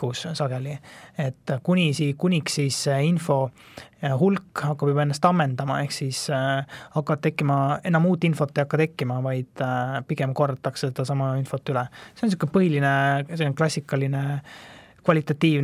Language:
Estonian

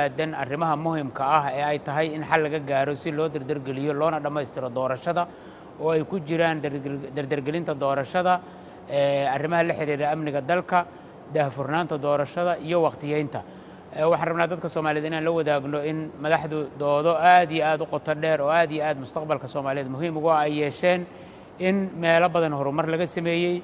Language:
Somali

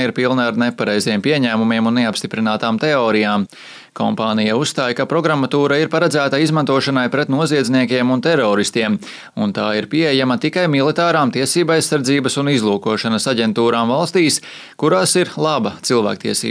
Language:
Latvian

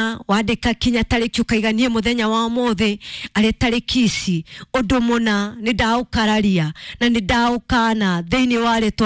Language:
Kikuyu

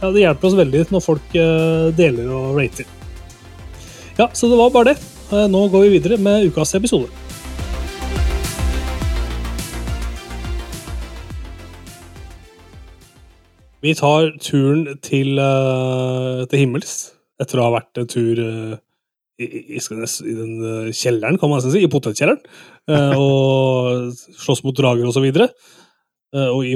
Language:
Norwegian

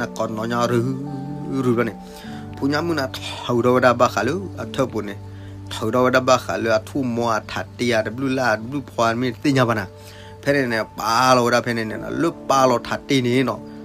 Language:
S'gaw Karen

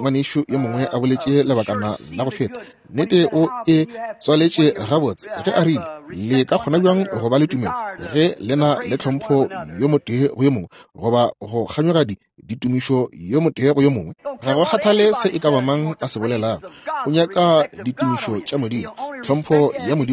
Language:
Northern Sotho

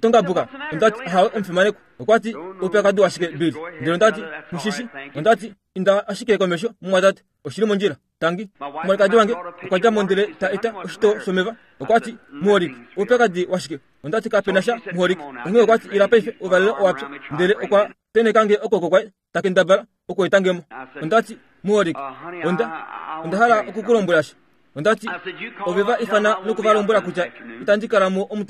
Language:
Kuanyama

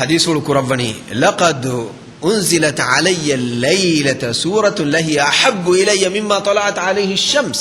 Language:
Divehi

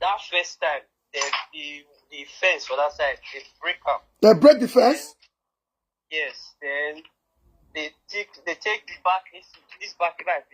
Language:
Nigerian Pidgin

